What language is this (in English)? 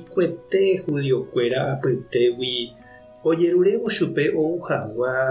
Guarani